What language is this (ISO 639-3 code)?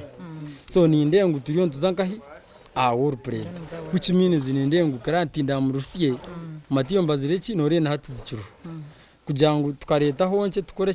nyn